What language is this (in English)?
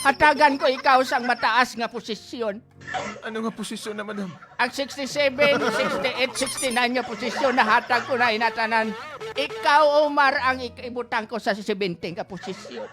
Hiligaynon